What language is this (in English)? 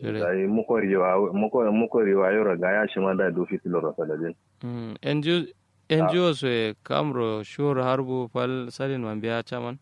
Kanuri